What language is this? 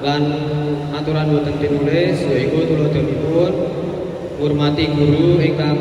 Javanese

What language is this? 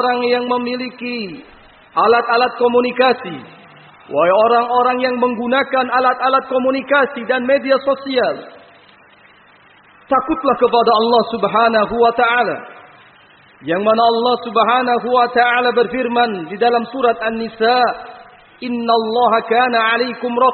Indonesian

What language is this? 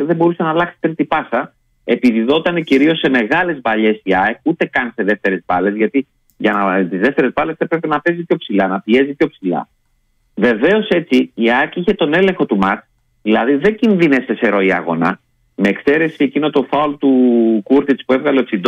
Greek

